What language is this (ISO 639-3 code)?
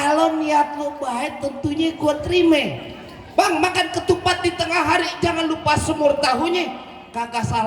bew